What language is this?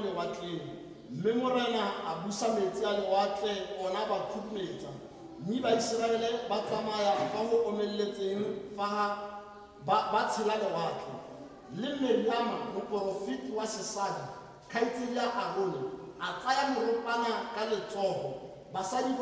Tswana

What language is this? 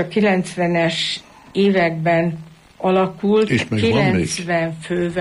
Hungarian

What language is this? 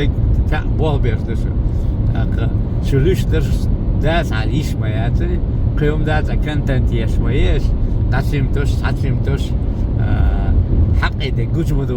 Chechen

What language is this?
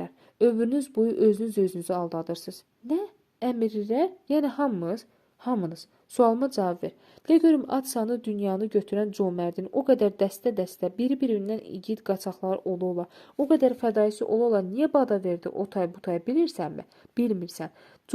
Azerbaijani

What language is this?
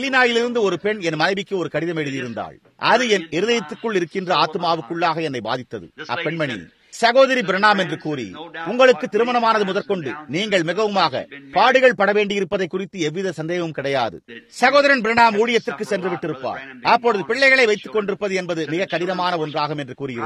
Tamil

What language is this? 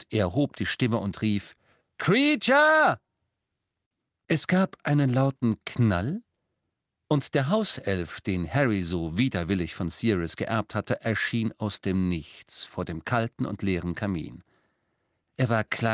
German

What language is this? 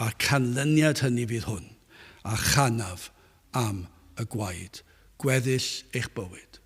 Welsh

